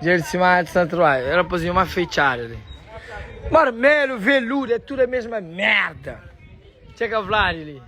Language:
Kabuverdianu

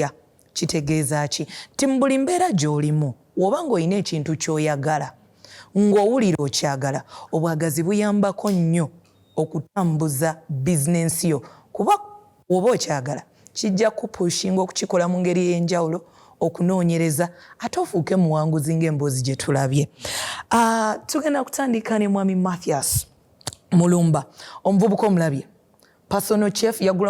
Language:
Ganda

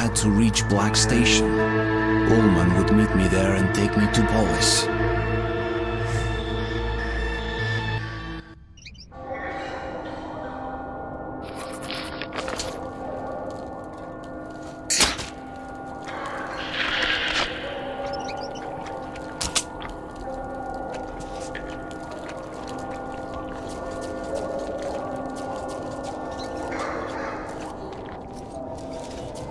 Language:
English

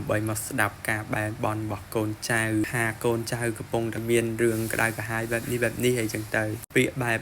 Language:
Khmer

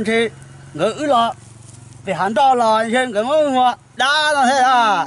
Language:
Hmong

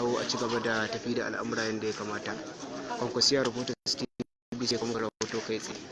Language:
Hausa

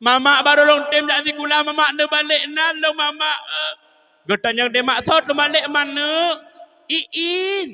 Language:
Achinese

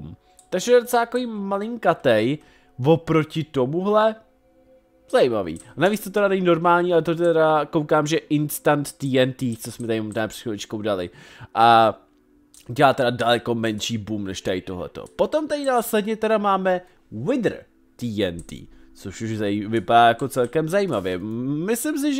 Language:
Czech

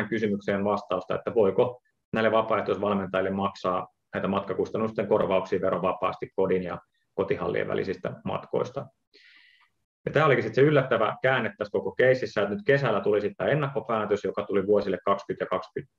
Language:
Finnish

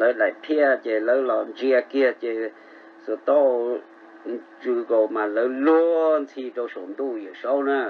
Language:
Hmong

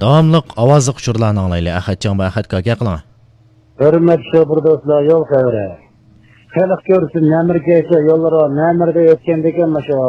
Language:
Uyghur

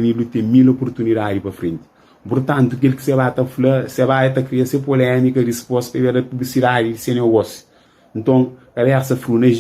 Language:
Kabuverdianu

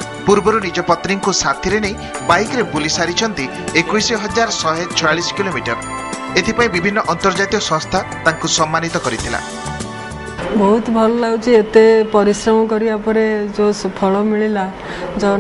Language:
Odia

